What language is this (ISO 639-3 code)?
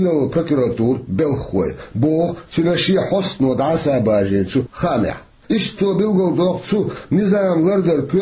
che